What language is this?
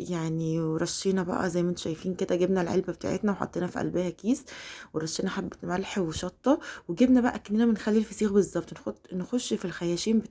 Egyptian Arabic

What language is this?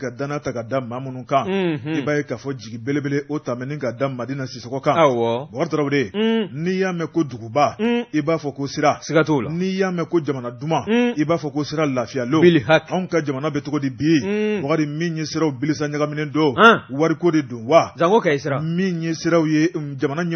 Bambara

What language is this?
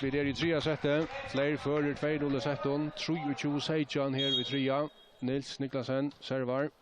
Faroese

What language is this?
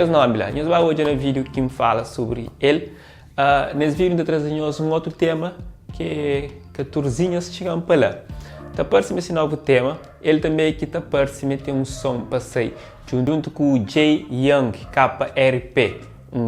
Kabuverdianu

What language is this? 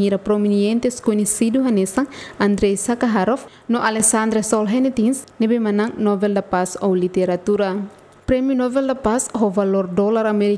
Tetum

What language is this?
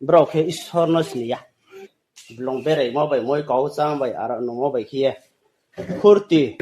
Riang (India)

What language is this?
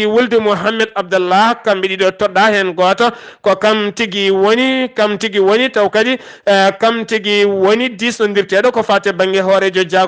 Fula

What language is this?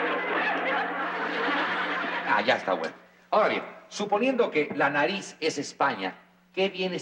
Spanish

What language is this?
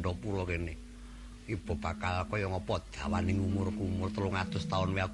Javanese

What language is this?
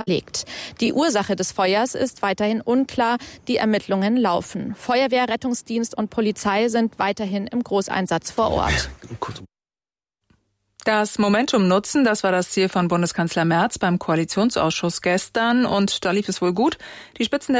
German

